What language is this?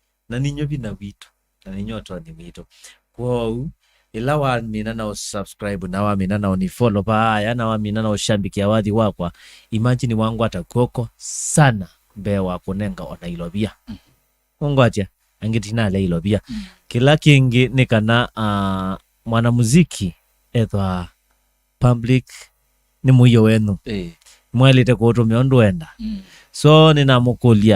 Kamba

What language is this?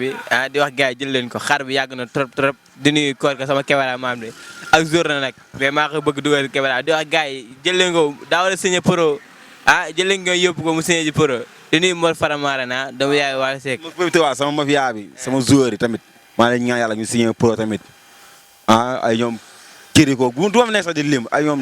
Wolof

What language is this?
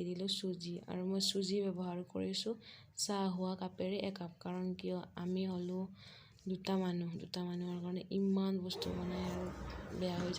Assamese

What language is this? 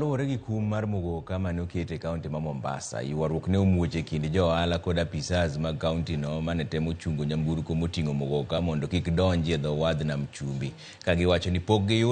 Luo (Kenya and Tanzania)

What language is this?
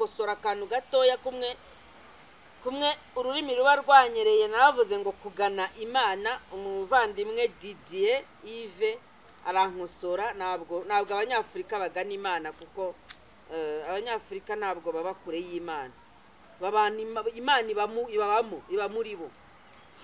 Kinyarwanda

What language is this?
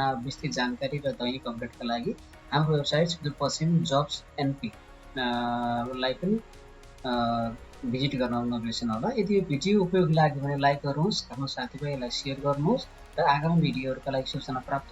Nepali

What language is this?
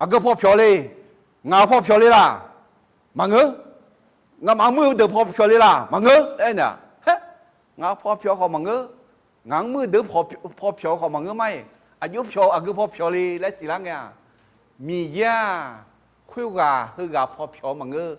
Akha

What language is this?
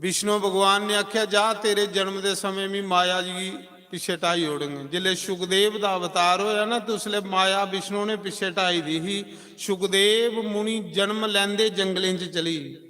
Dogri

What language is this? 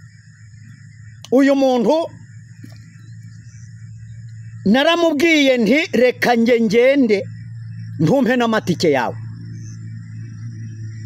Kinyarwanda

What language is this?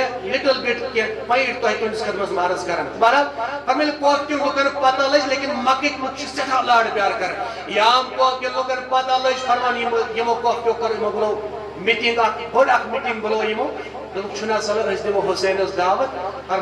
Kashmiri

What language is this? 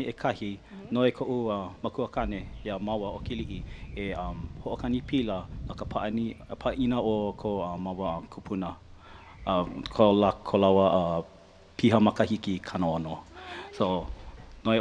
Hawaiian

